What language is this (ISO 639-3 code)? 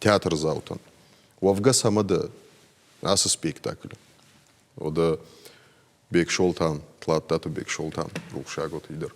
oss